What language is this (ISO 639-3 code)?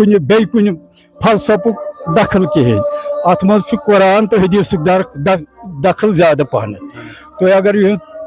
kas